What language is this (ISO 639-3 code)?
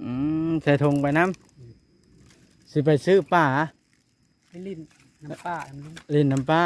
tts